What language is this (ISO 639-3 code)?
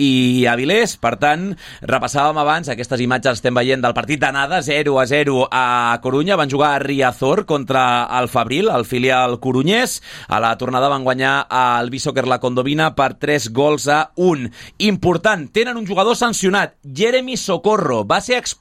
cat